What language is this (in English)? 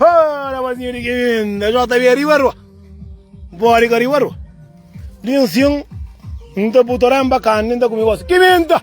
Kabuverdianu